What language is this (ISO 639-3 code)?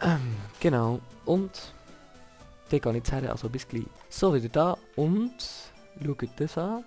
gsw